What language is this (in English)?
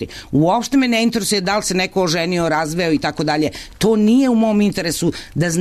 Serbian